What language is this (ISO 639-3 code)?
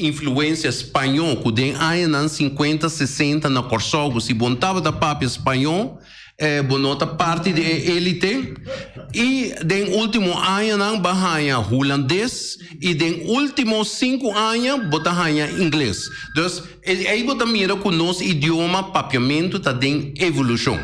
pap